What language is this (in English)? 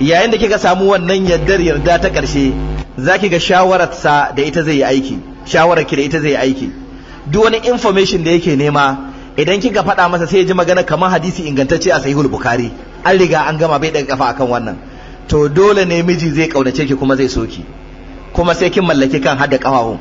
Hausa